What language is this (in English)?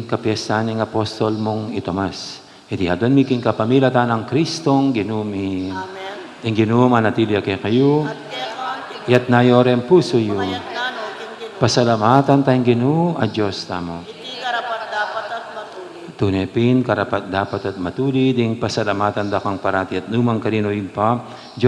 Pampanga